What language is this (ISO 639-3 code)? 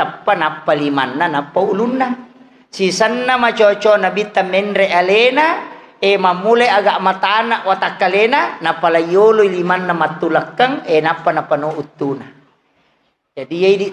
bug